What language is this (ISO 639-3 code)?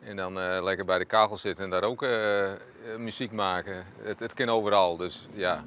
fry